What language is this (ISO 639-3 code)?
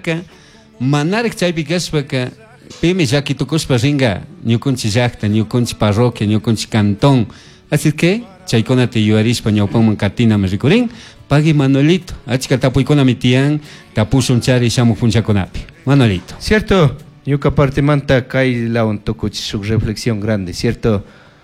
qug